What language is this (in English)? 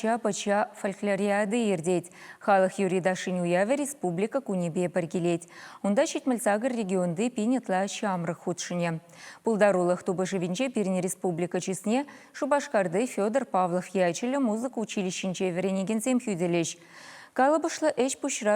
Chuvash